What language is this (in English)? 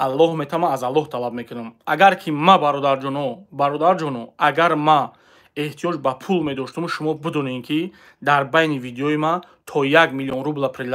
Tajik